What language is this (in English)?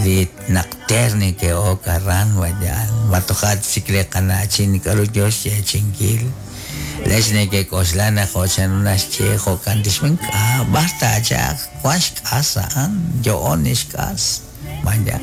Kekchí